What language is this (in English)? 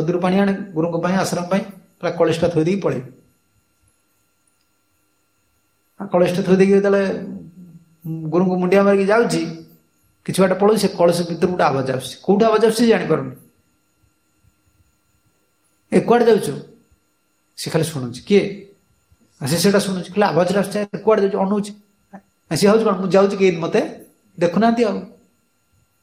Odia